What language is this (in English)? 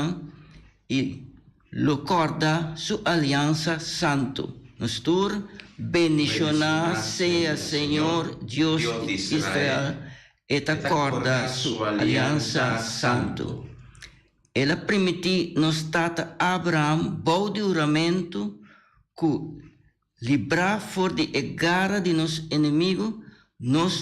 Papiamento